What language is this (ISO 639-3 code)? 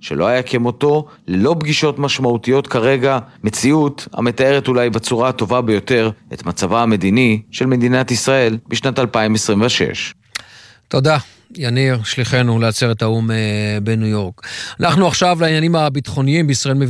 heb